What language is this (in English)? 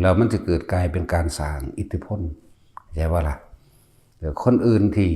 Northeastern Thai